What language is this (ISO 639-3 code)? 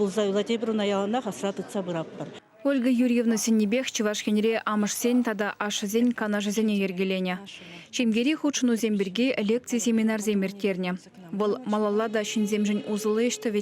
chv